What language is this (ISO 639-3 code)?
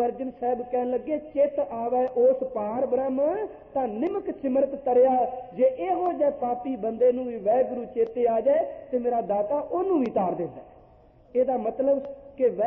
pan